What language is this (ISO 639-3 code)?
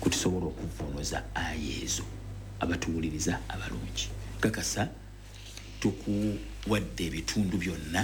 lug